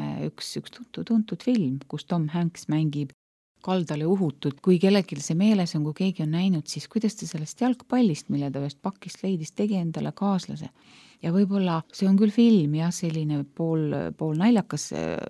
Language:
Estonian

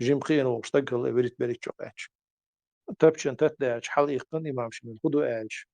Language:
Chechen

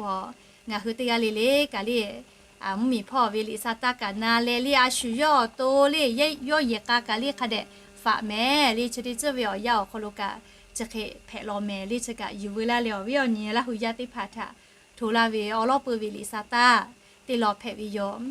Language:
Lahu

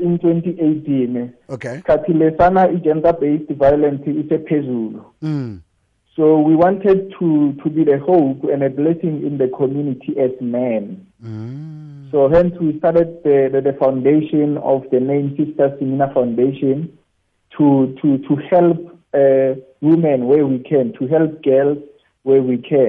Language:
South Ndebele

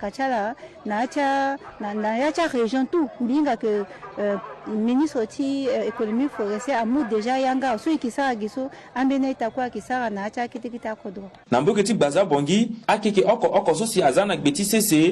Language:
Sango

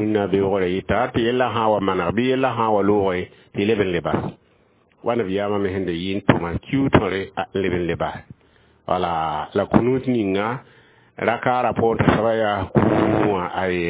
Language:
Mossi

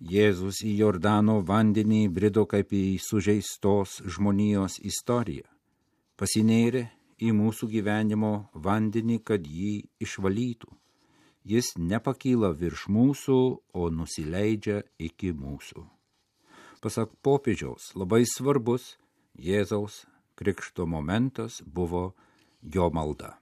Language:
Lithuanian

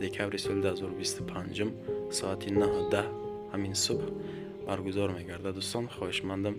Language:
Tajik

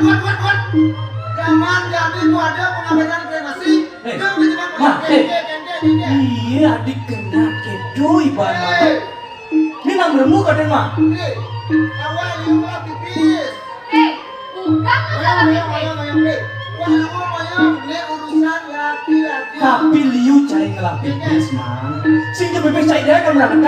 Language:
Balinese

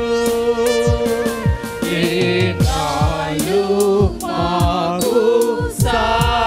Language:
Telugu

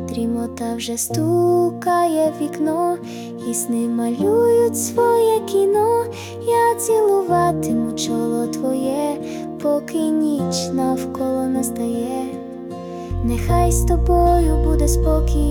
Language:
Ukrainian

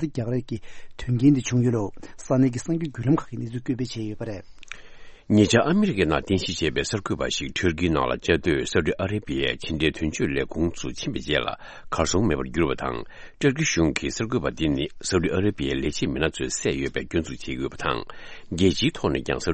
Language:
Tibetan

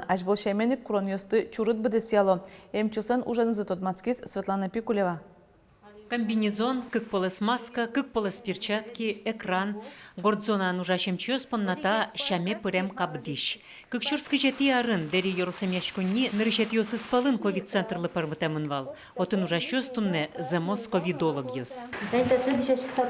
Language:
Udmurt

